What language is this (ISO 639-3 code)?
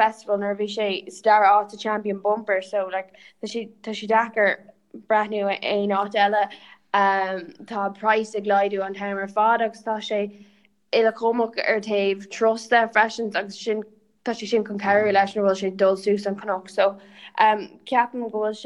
gle